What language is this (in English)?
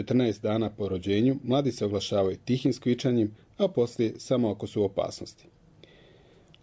Croatian